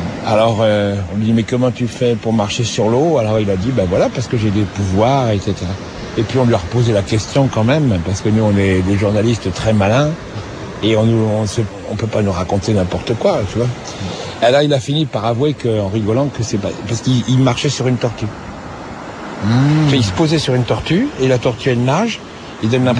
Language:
French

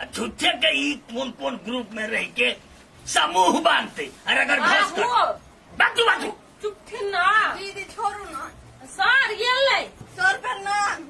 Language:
Maithili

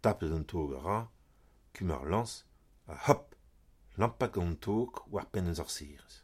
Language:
Breton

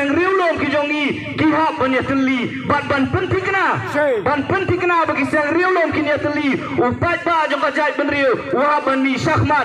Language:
Khasi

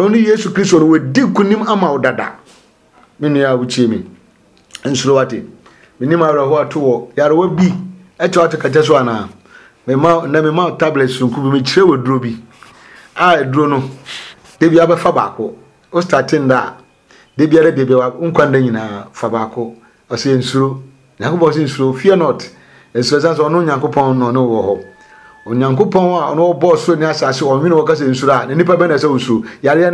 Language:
Akan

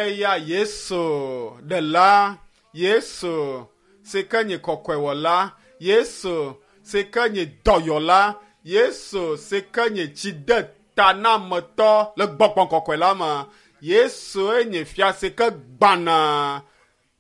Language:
Ewe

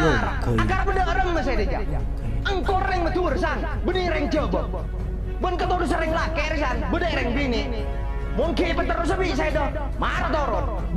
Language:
Madurese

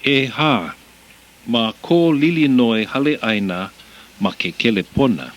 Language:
Hawaiian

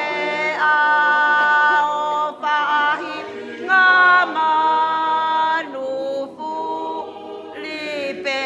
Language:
Tongan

